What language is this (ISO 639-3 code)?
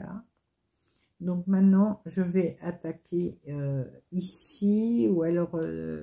fra